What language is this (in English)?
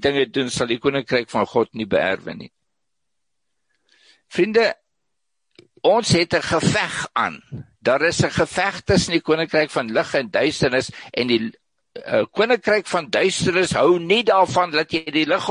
Afrikaans